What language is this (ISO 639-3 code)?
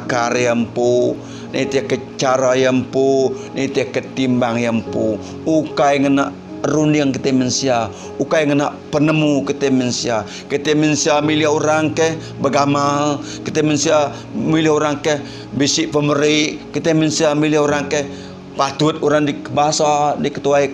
iba